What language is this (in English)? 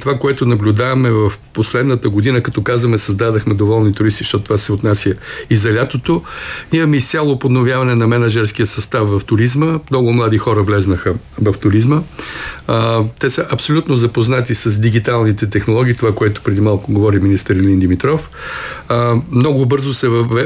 Bulgarian